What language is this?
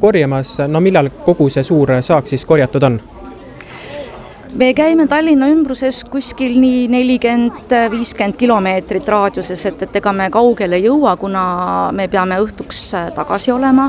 Estonian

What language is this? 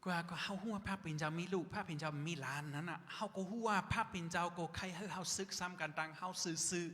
Shan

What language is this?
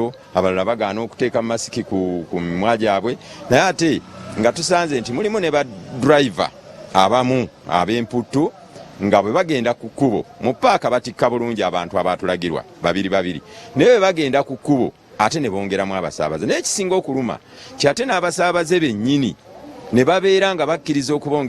Ganda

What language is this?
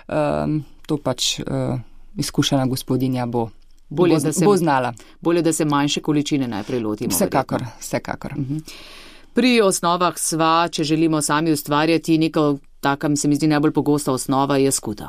Slovenian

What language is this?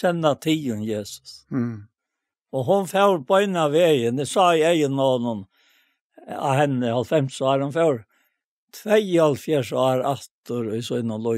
Faroese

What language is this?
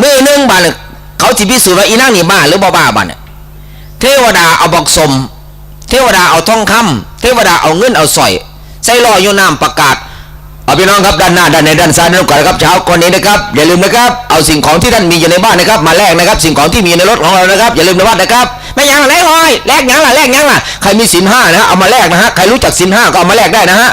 Northeastern Thai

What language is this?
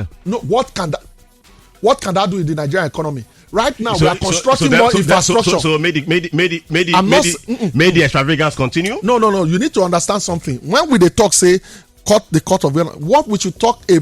Nigerian Pidgin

